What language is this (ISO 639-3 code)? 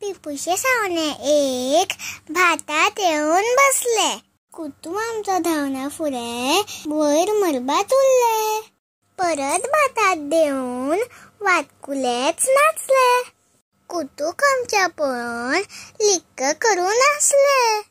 kok